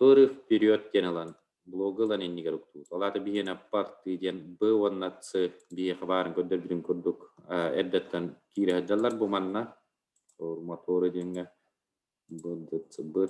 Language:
Yakut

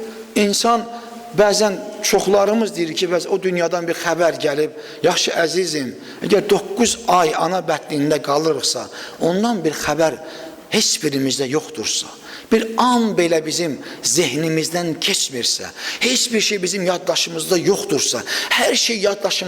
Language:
Azerbaijani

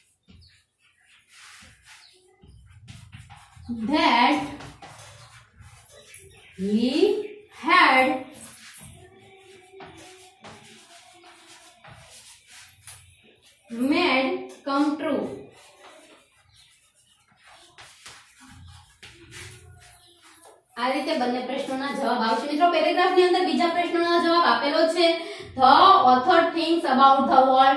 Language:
Gujarati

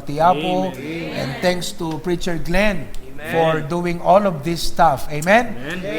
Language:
Iloko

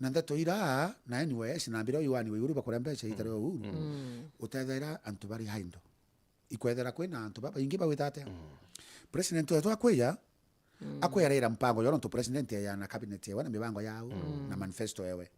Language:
Meru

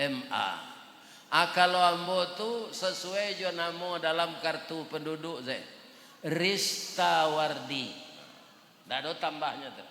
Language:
Minangkabau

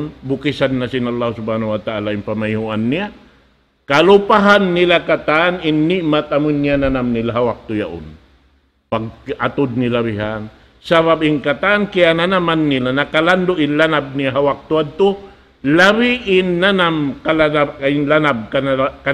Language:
Tausug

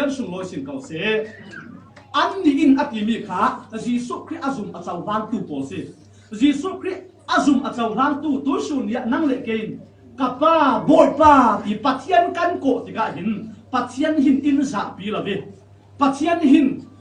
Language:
Falam Chin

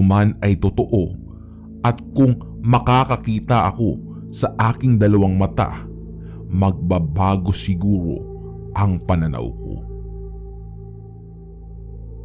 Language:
Filipino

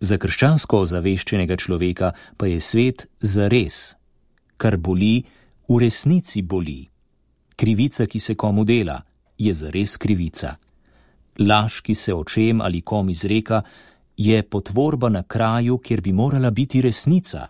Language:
Slovenian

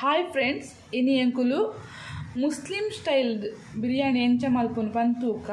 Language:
Tulu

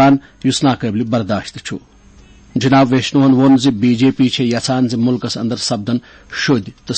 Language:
Kashmiri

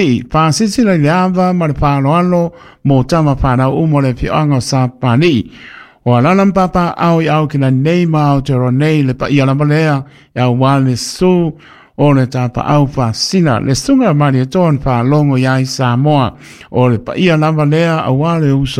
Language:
Samoan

